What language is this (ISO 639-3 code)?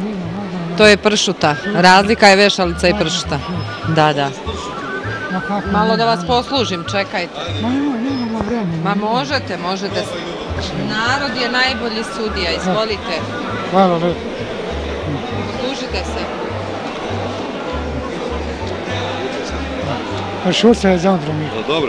srp